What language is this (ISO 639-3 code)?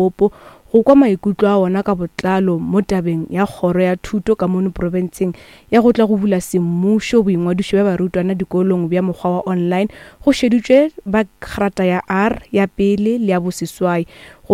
nso